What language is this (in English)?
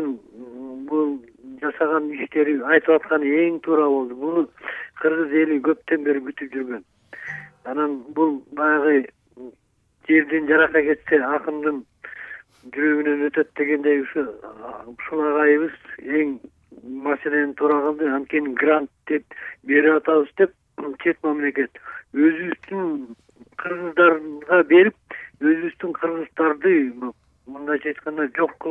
Kyrgyz